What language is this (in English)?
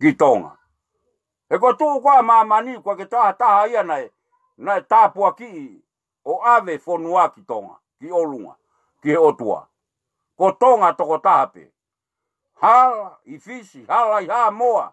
Tongan